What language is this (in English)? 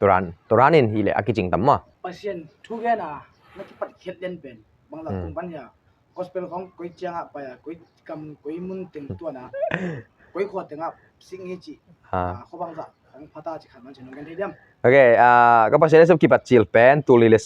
Tedim Chin